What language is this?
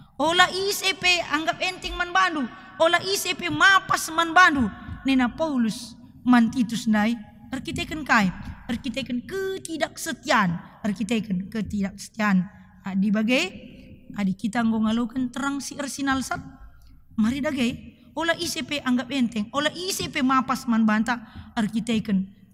Batak Karo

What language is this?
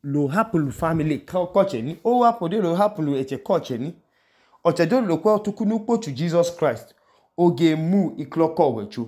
Idoma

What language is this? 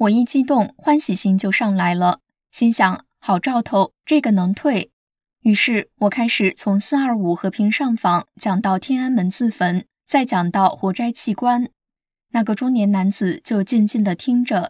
Chinese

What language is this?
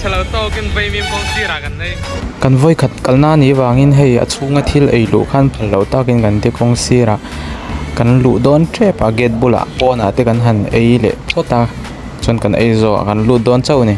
Mizo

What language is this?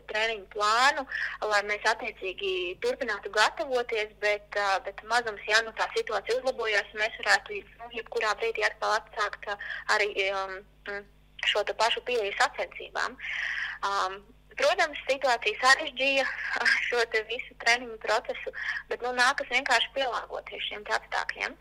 Latvian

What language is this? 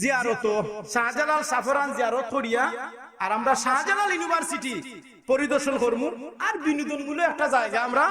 Sylheti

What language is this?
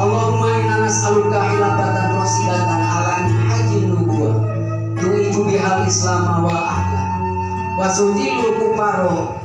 Sundanese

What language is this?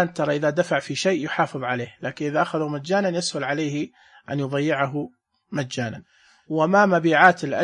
Najdi Arabic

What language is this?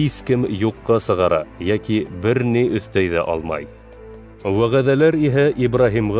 Bashkir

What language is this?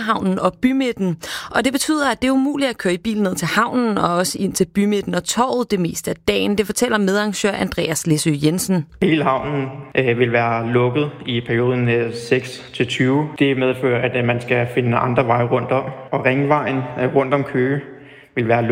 Danish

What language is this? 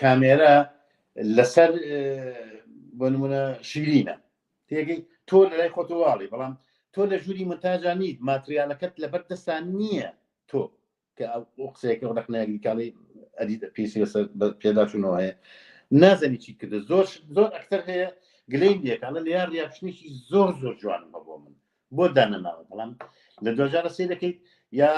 Central Kurdish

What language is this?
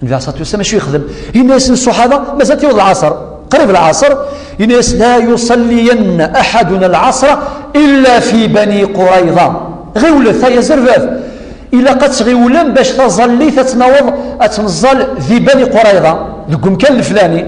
Kabyle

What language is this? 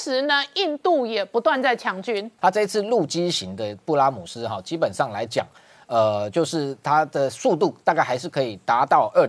Chinese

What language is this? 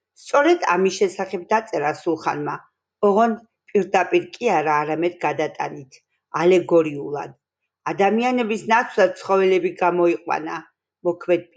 Georgian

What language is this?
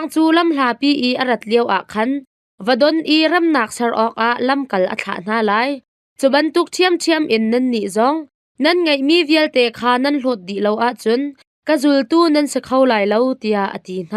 Hakha Chin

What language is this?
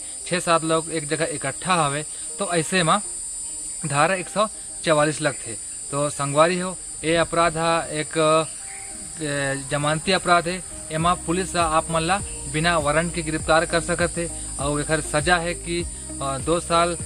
Chhattisgarhi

